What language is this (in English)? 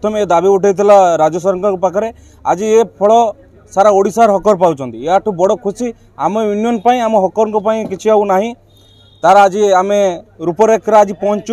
Odia